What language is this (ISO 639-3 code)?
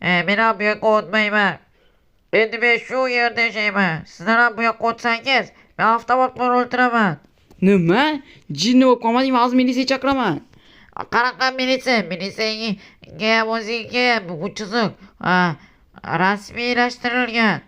uzb